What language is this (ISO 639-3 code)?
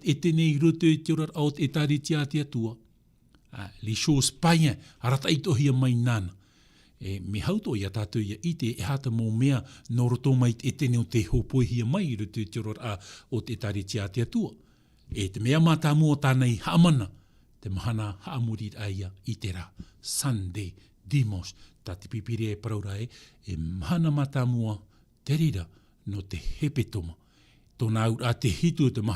tah